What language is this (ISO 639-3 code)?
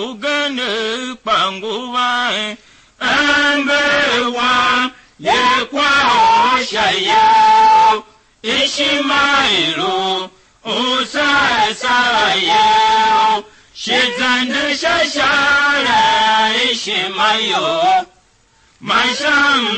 tiv